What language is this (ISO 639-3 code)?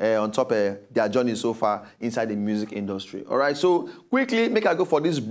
pcm